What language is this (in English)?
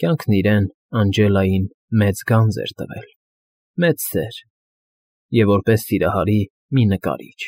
Armenian